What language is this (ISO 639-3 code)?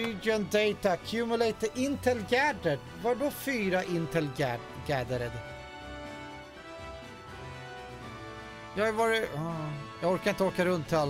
swe